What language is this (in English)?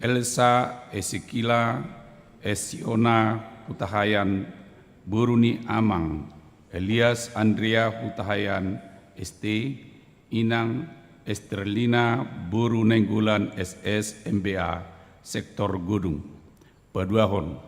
Batak Toba